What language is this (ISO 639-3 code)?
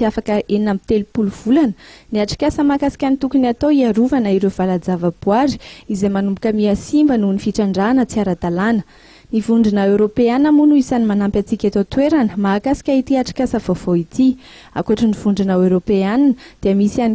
mlg